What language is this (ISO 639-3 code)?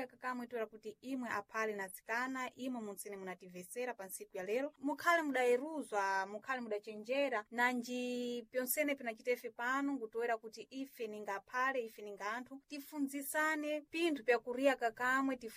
seh